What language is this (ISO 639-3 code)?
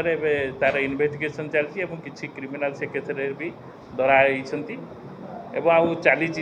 ori